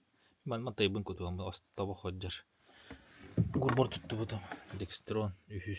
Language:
Yakut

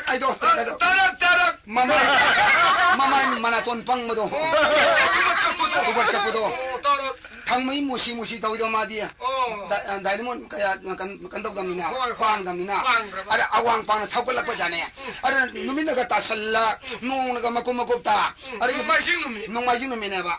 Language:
Manipuri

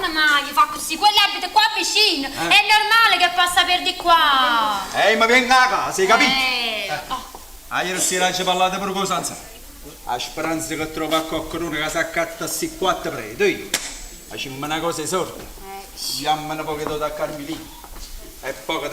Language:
Neapolitan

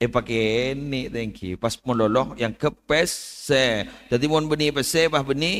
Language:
Madurese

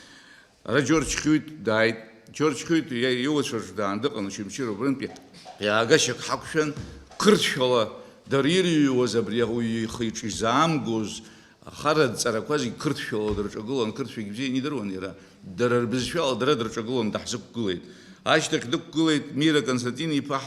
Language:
Abkhazian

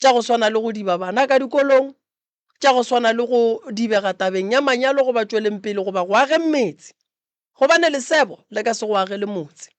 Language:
Northern Sotho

